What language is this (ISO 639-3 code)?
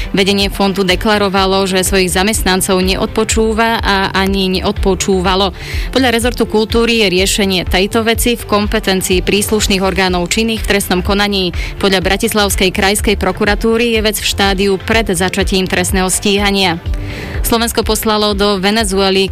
slk